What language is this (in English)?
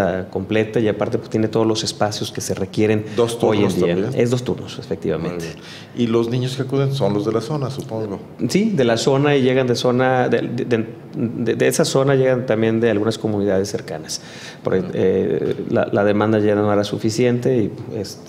Spanish